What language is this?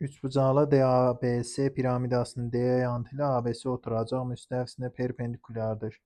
Azerbaijani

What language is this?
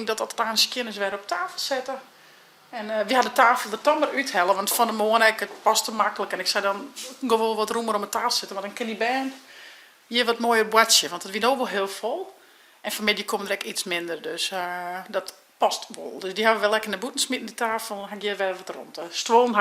Western Frisian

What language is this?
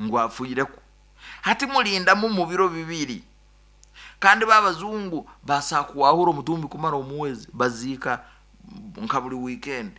Nyoro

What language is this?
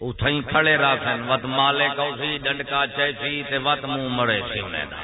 Saraiki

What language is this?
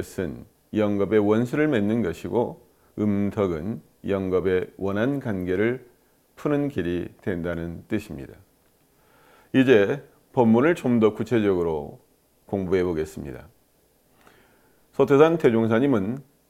Korean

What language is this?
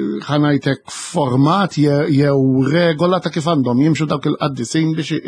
Maltese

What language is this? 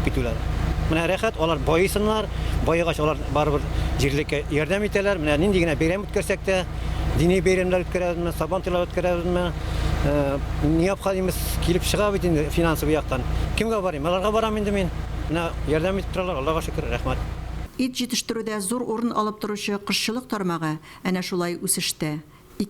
Tatar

